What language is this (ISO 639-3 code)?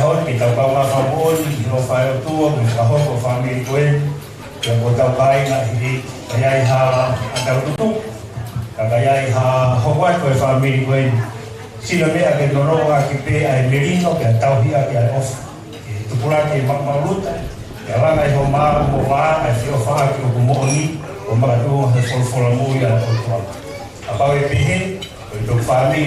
ton